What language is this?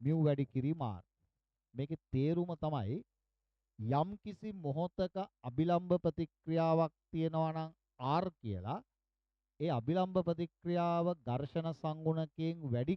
Sinhala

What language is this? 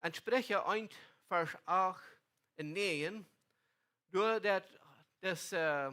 Plautdietsch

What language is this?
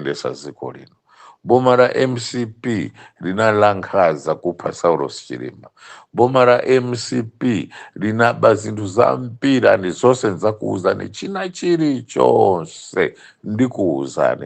Nyanja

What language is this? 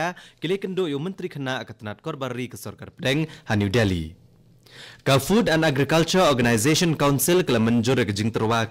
Khasi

